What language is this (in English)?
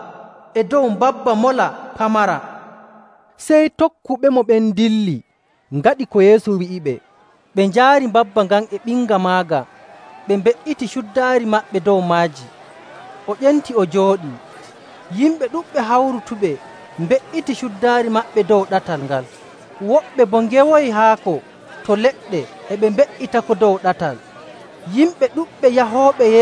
Nigerian Fulfulde